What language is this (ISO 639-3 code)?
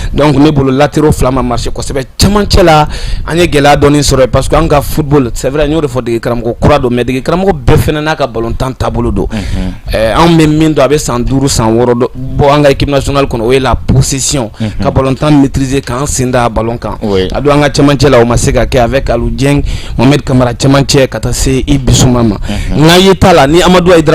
bam